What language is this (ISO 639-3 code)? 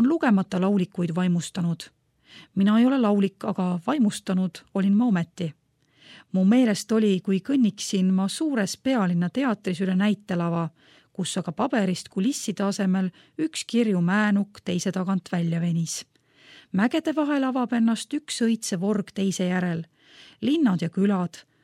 est